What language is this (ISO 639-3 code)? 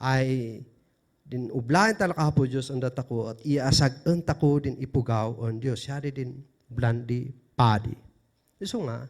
kne